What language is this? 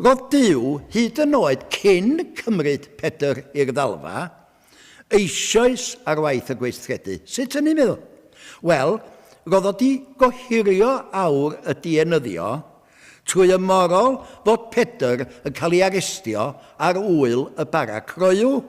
Welsh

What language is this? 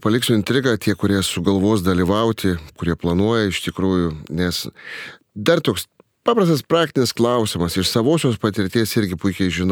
Lithuanian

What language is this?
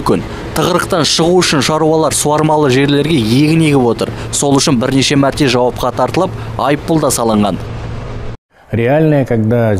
Kazakh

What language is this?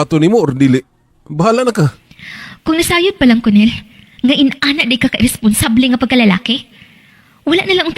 Cebuano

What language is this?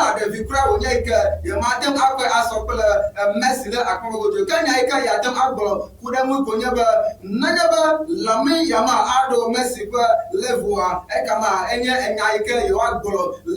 Ewe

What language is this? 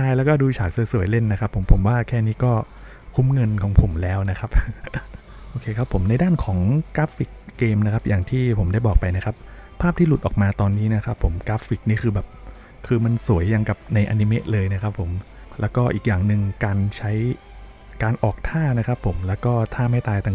Thai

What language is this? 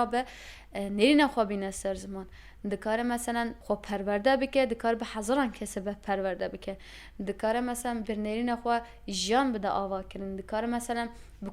Kurdish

